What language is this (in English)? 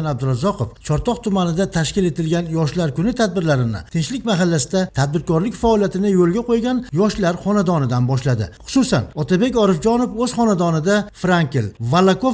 Uzbek